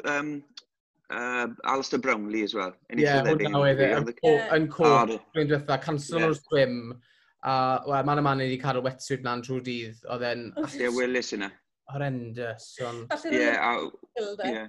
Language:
Welsh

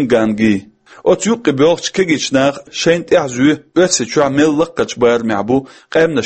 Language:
Chechen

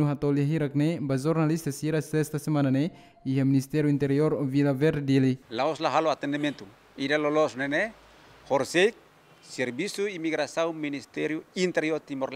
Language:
Tetum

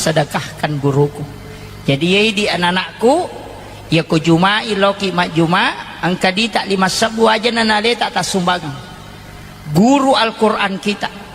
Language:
Buginese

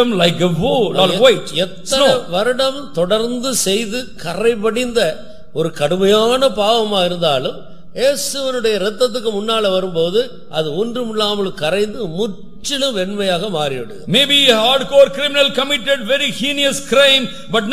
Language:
Tamil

